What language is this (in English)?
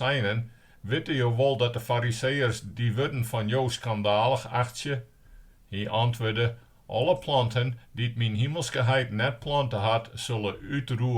Western Frisian